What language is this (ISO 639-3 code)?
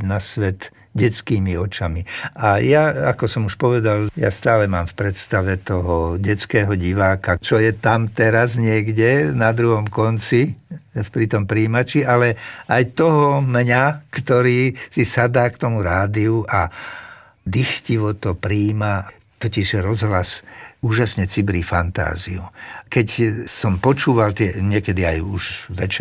slk